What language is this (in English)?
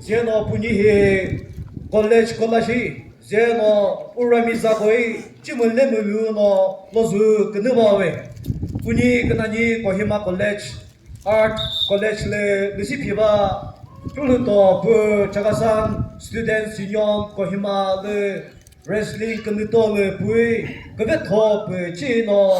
Chokri Naga